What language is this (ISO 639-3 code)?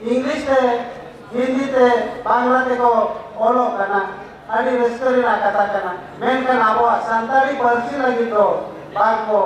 sat